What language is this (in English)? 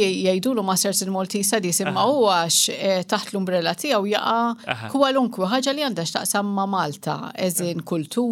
Maltese